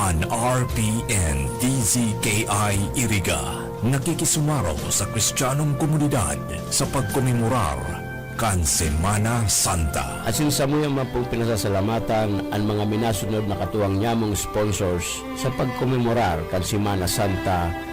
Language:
Bikol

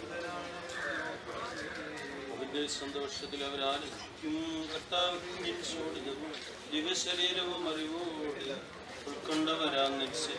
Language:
Malayalam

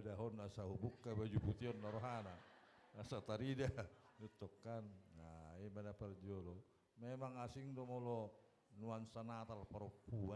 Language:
Batak Toba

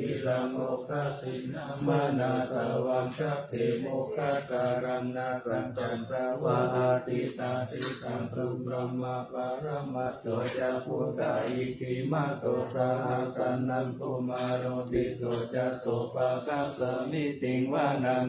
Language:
Pali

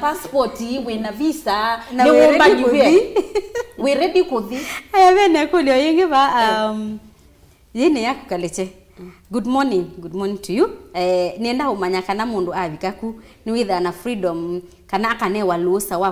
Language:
Kamba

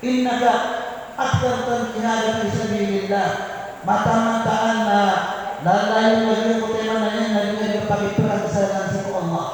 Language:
Maranao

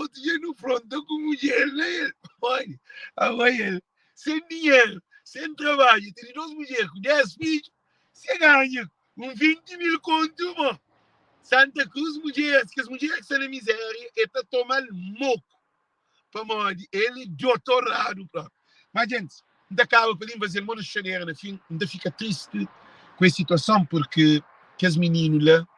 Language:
Kabuverdianu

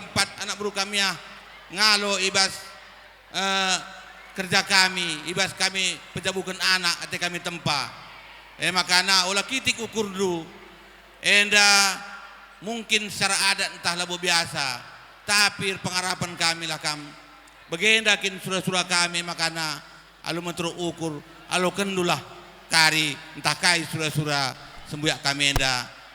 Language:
Batak Karo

